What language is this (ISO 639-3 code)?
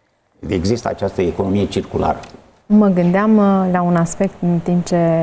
ron